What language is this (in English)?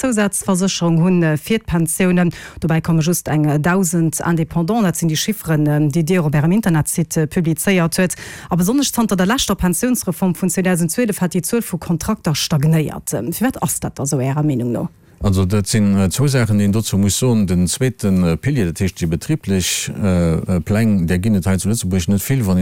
Luxembourgish